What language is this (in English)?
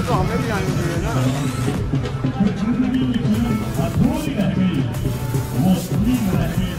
Hindi